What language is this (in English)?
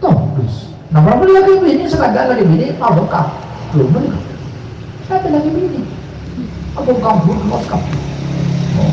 Madurese